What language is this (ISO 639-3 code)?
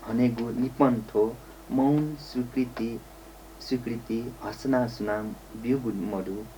new